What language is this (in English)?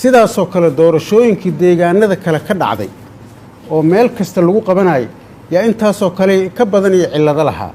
Somali